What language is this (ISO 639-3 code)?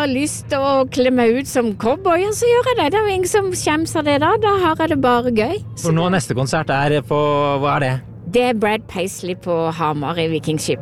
nor